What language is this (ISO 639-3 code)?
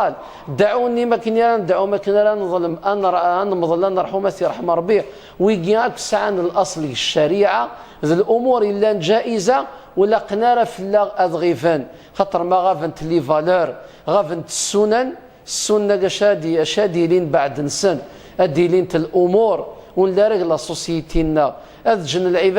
kab